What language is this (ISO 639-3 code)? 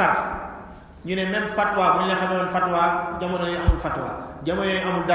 wol